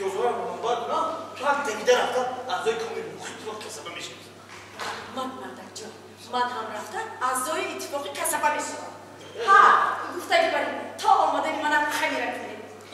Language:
Tajik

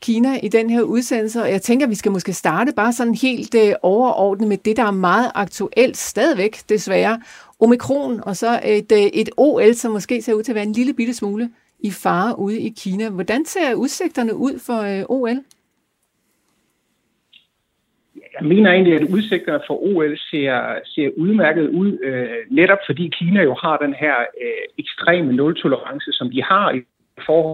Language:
Danish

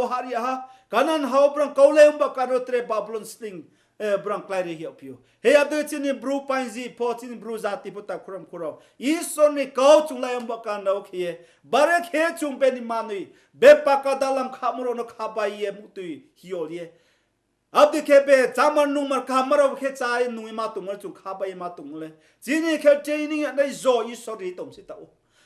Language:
Riang (India)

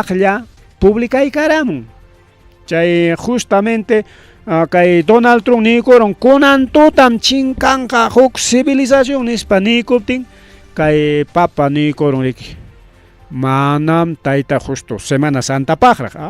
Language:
Ayacucho Quechua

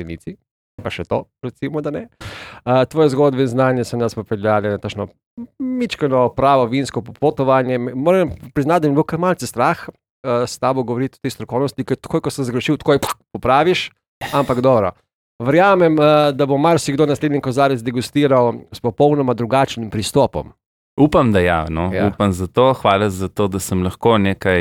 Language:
Slovenian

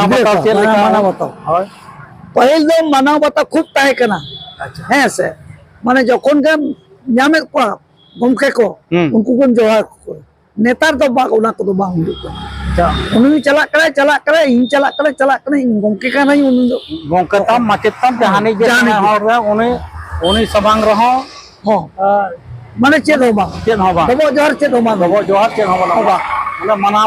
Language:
Santali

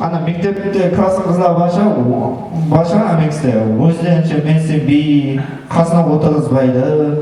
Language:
Kara-Kalpak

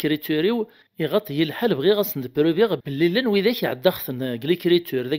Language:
Kabyle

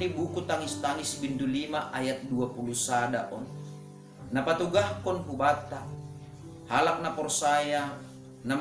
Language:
Batak Simalungun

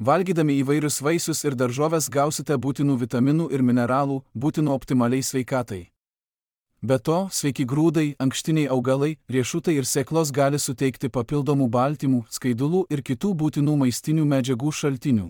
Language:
Lithuanian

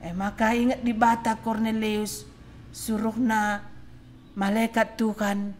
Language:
Batak Karo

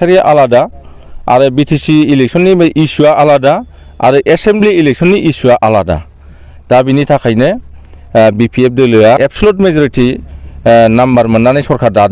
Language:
Bodo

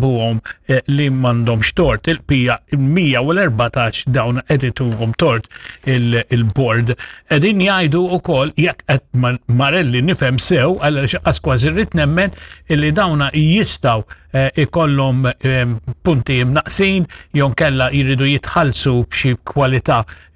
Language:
Maltese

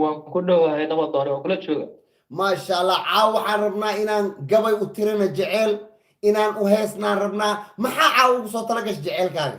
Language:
Somali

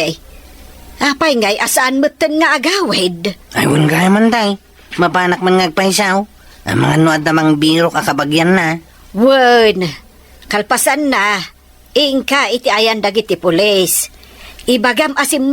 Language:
Iloko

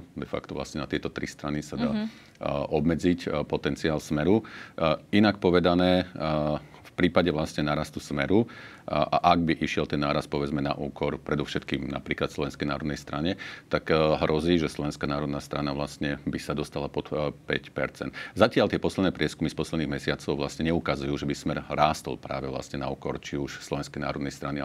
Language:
Slovak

